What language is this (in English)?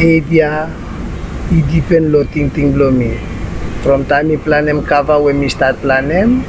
Bislama